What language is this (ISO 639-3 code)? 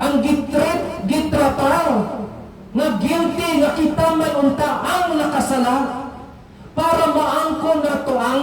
ceb